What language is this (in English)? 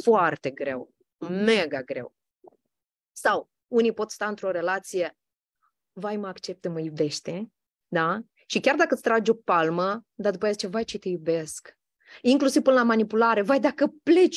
Romanian